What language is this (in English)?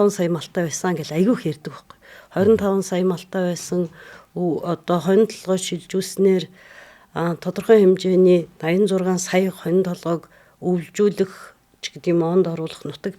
Mongolian